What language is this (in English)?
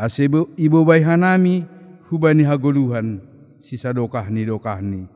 Batak Simalungun